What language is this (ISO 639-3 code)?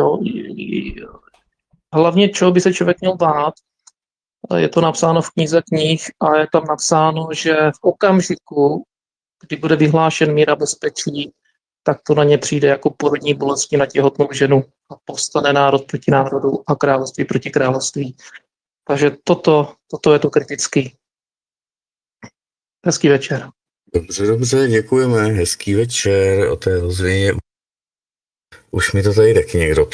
ces